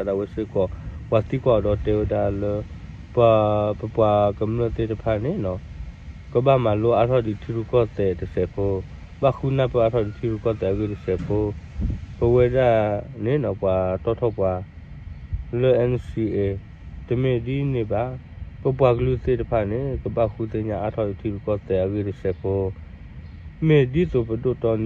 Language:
S'gaw Karen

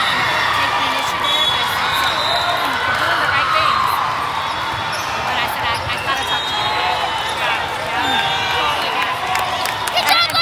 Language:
English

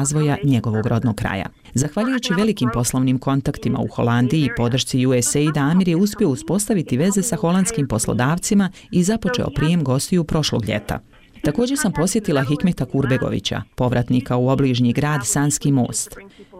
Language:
Bosnian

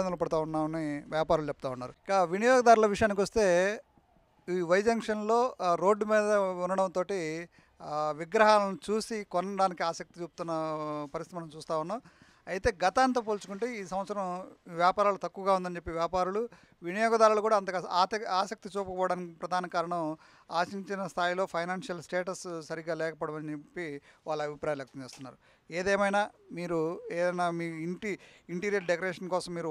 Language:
Telugu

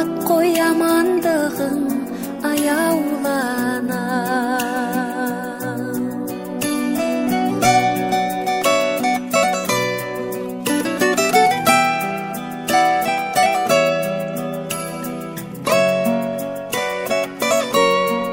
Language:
Kazakh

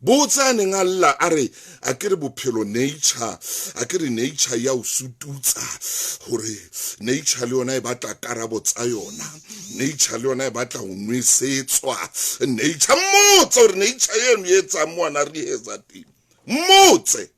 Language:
Southern Sotho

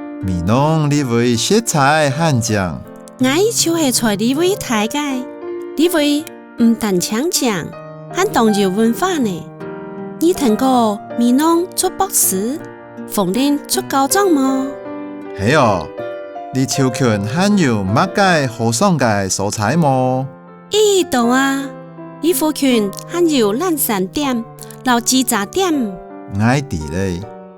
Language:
Hakka Chinese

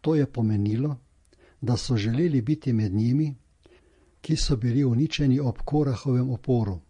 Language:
Slovenian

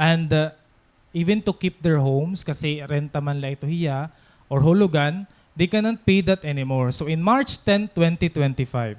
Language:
Waray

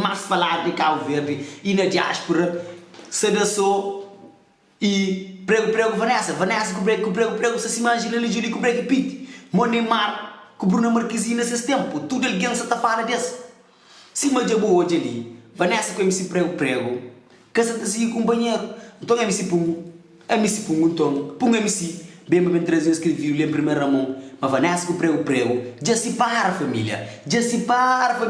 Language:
Kabuverdianu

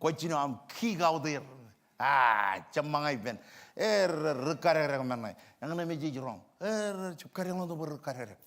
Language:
Marshallese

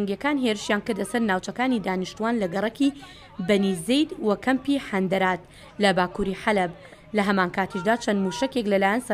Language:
Central Kurdish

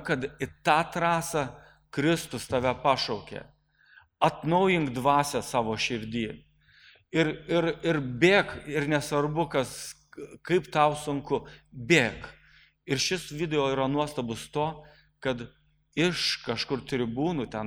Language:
Lithuanian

